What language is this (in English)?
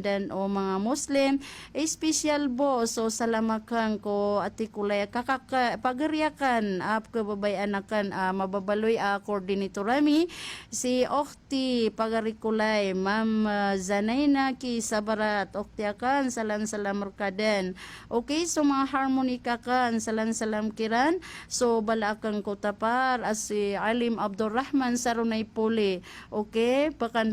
Maranao